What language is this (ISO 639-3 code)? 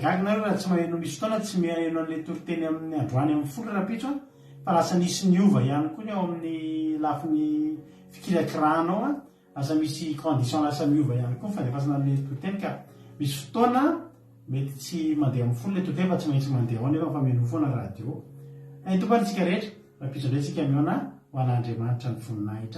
mlg